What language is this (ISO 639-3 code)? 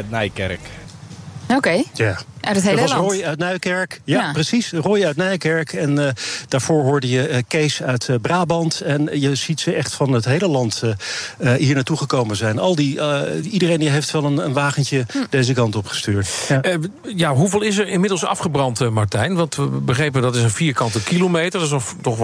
nld